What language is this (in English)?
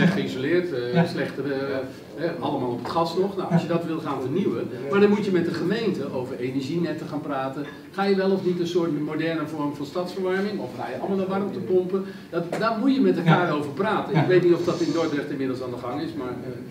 Dutch